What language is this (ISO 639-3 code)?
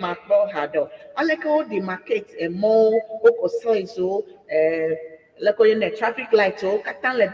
ewe